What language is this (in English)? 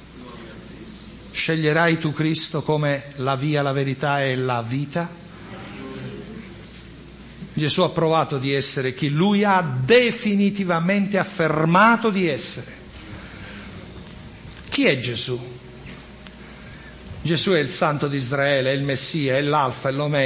Italian